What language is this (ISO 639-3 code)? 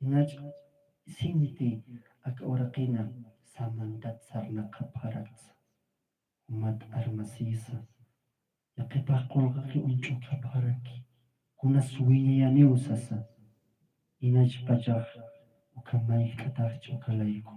aym